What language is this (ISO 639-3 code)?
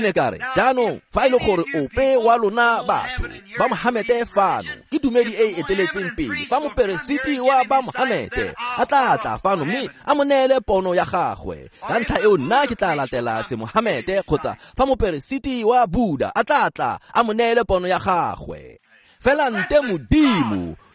tsn